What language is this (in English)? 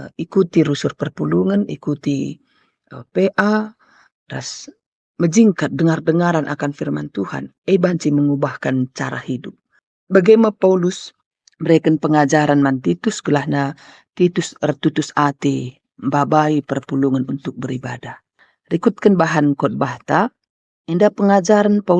Batak Karo